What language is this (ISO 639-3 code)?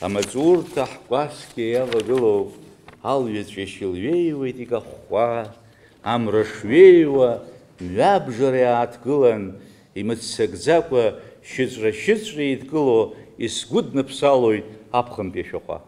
abk